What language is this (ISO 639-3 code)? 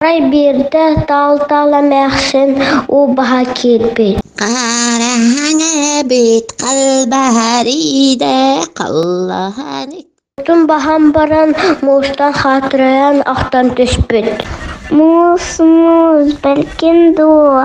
sah